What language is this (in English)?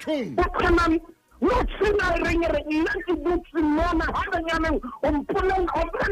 Southern Sotho